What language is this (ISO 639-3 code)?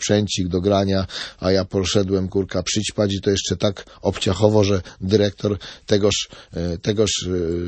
pol